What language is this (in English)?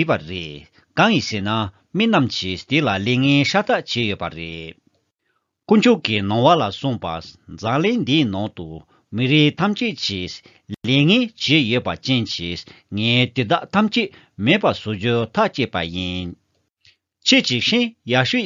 Tibetan